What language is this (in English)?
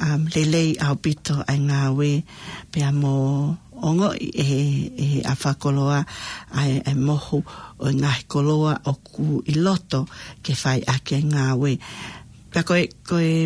Tongan